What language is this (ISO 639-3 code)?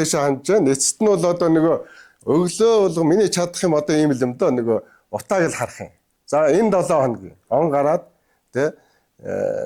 mon